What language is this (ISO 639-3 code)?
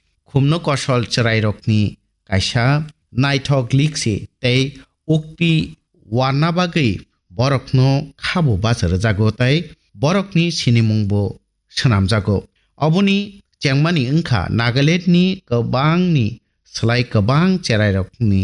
trp